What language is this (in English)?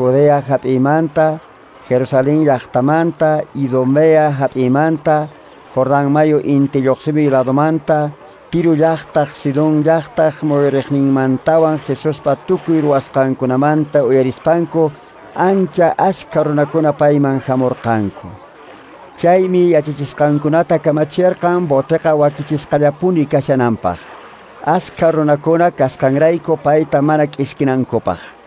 Quechua